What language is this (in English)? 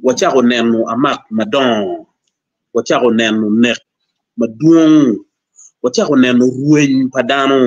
Acoli